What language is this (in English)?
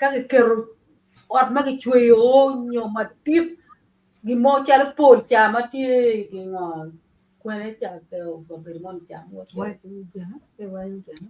Acoli